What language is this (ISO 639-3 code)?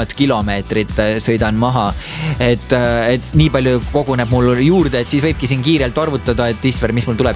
est